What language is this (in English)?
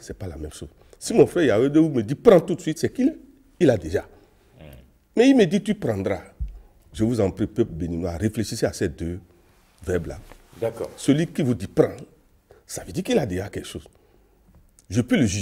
French